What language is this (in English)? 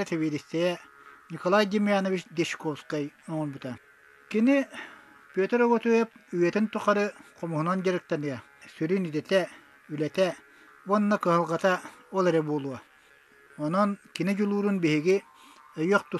Yakut